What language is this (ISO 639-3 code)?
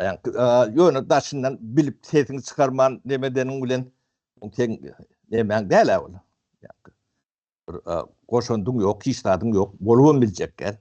tuk